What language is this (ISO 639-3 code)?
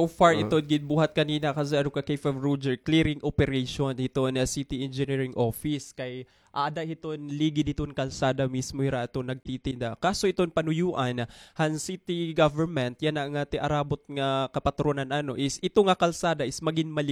war